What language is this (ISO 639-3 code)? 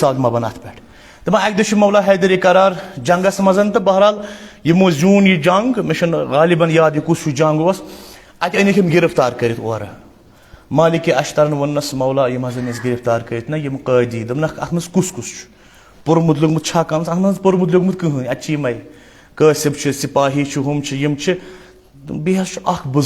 kas